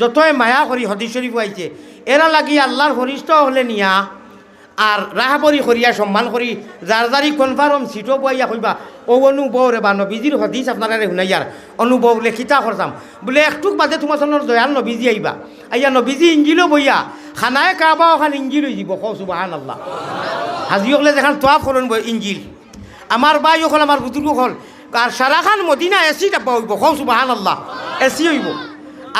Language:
Sylheti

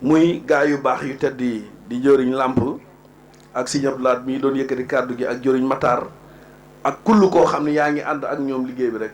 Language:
Wolof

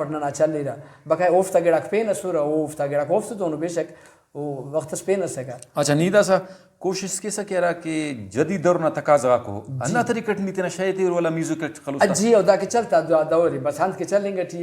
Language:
Brahui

